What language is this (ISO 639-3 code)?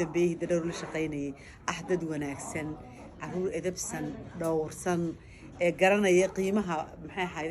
som